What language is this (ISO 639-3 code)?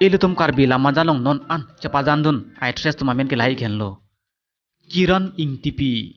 mjw